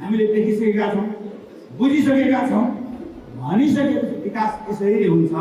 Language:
Nepali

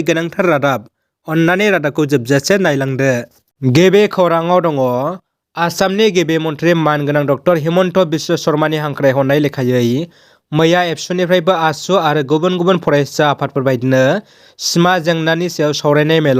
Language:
Bodo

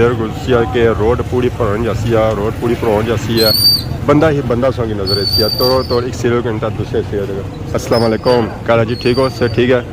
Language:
Pahari-Potwari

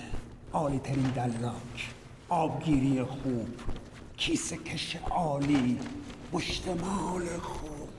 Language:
Persian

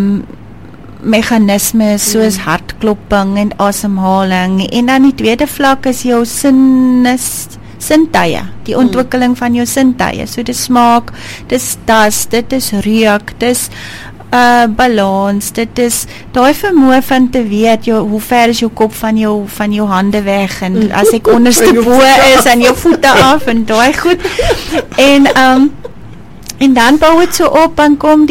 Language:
Afrikaans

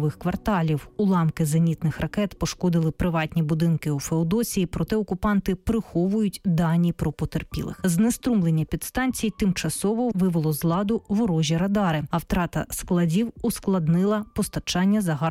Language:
Ukrainian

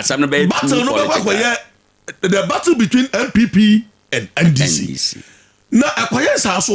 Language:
Akan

